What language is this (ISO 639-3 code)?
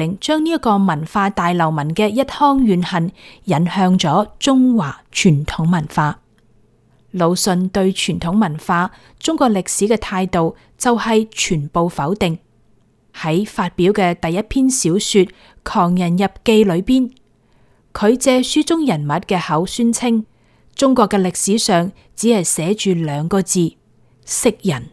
yue